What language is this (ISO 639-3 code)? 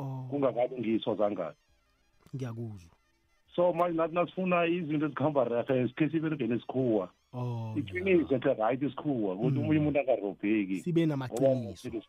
nbl